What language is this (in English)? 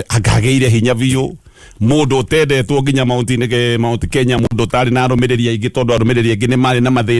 Kikuyu